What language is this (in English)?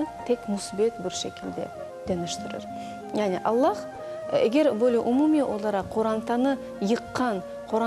Crimean Tatar